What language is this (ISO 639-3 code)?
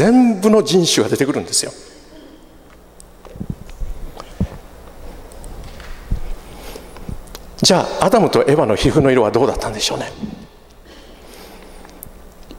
jpn